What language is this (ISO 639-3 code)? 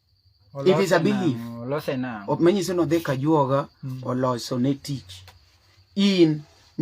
luo